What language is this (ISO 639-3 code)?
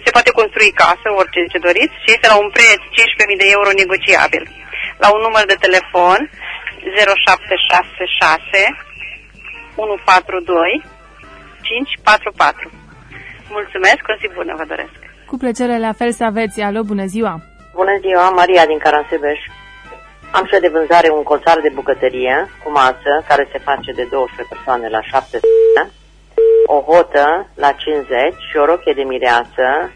ron